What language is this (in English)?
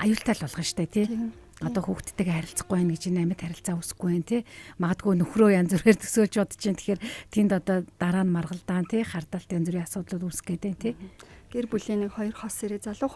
Mongolian